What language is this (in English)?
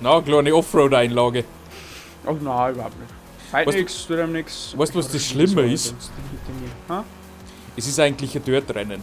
Bavarian